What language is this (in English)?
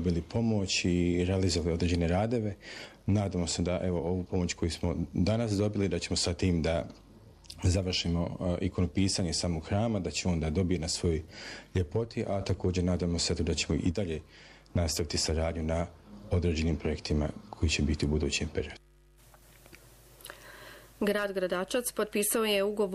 Bosnian